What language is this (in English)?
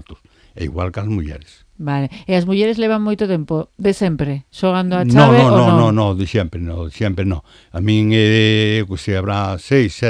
Galician